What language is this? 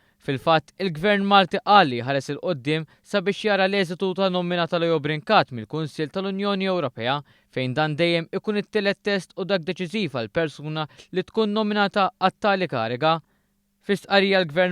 Maltese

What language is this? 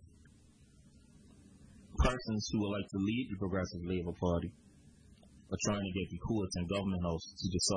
English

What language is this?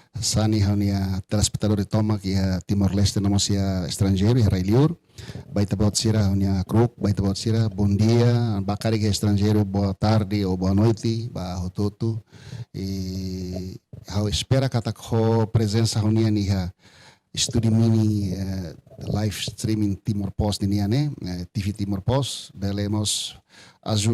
Tetum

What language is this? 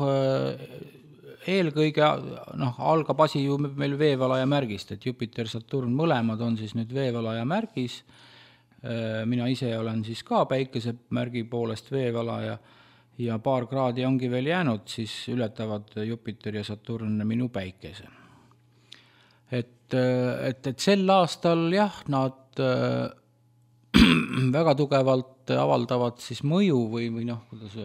Estonian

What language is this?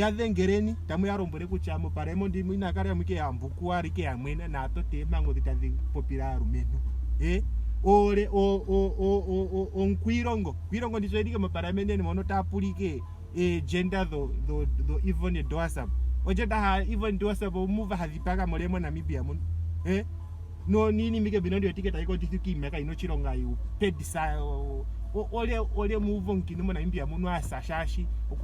Ndonga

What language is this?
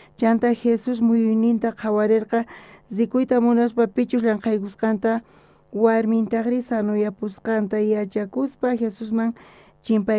South Bolivian Quechua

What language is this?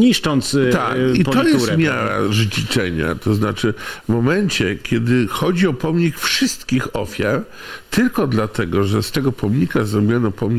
Polish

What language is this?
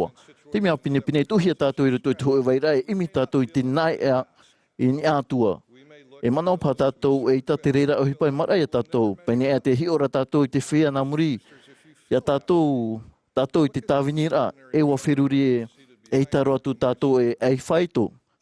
Tahitian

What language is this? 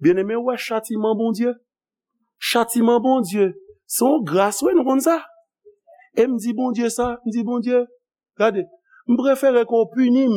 Haitian Creole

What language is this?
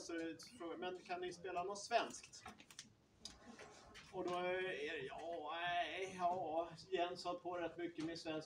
Swedish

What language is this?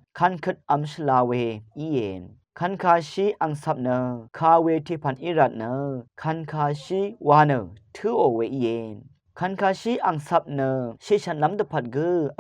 Rawang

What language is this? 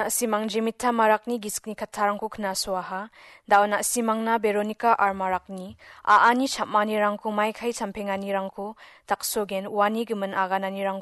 Garo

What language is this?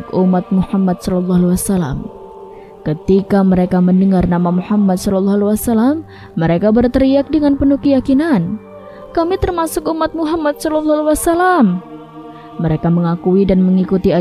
Indonesian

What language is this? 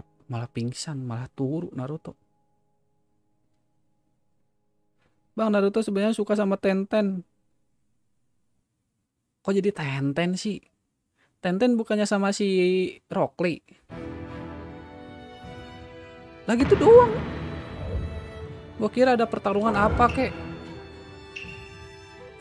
Indonesian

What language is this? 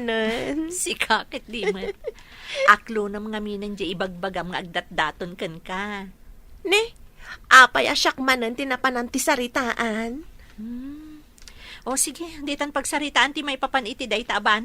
Iloko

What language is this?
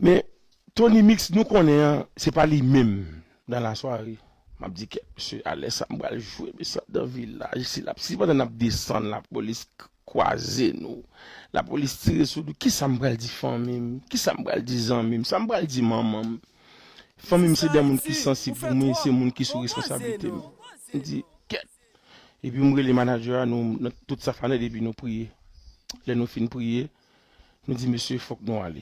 Haitian Creole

